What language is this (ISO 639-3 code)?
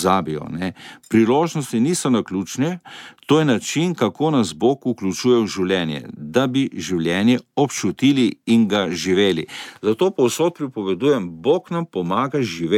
slv